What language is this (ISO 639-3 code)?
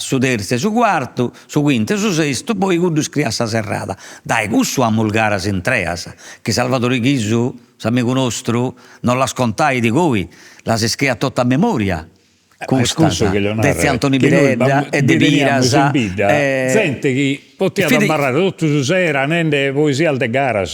srd